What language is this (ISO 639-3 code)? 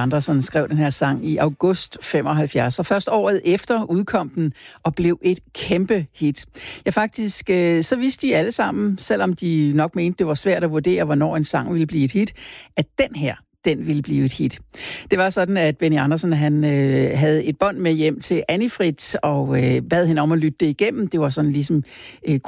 dan